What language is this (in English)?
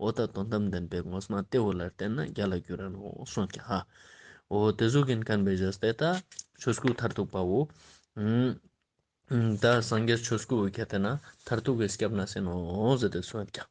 Ladakhi